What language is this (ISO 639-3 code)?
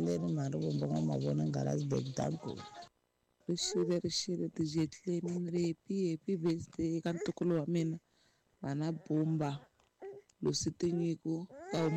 tso